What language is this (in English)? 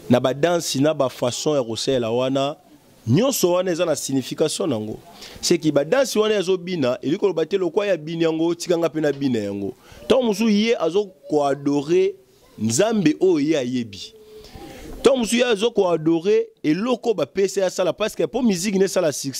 Lingala